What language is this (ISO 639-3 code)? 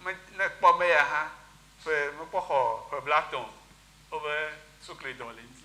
ewe